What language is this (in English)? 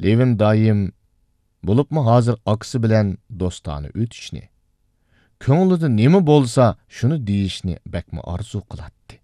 Uyghur